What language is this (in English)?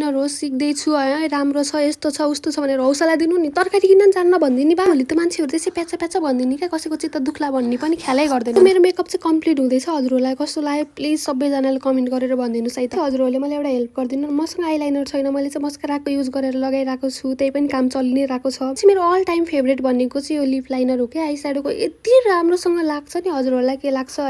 Nepali